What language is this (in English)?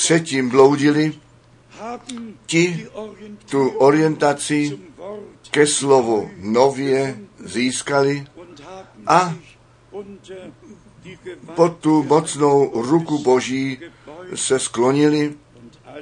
Czech